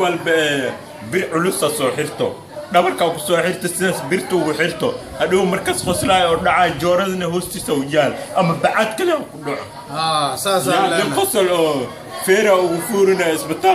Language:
Somali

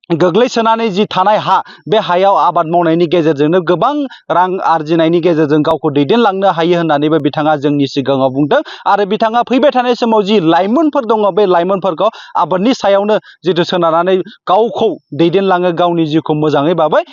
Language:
Bodo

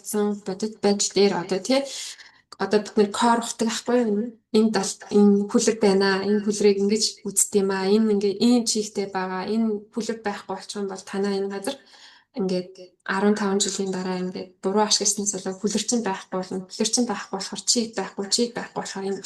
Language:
Mongolian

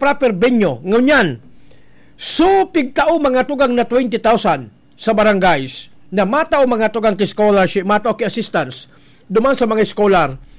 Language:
Bikol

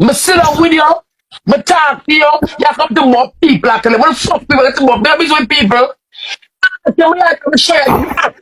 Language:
Jamaican Creole English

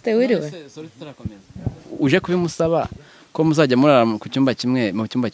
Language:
Kinyarwanda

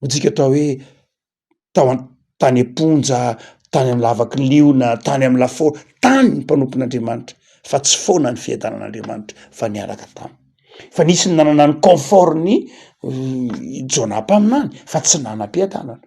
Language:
Malagasy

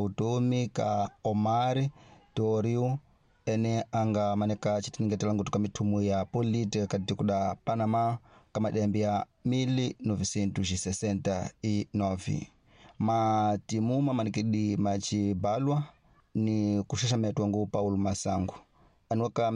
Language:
Tsonga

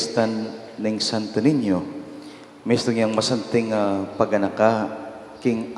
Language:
Pampanga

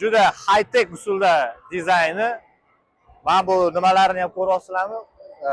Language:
Uzbek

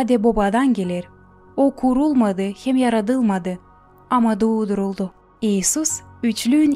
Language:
Gagauz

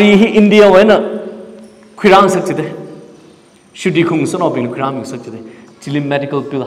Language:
Tangkhul Naga (India)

